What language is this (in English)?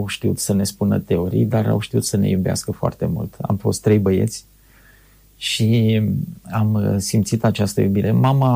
Romanian